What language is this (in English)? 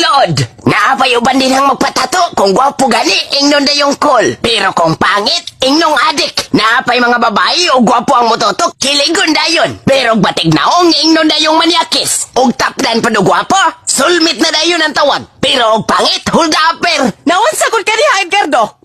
Cebuano